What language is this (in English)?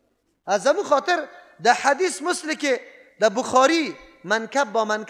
Persian